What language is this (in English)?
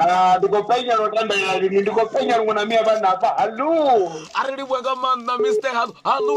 Venda